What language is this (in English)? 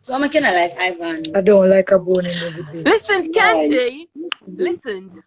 Jamaican Creole English